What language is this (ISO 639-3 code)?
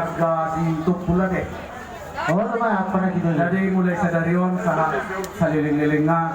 bbc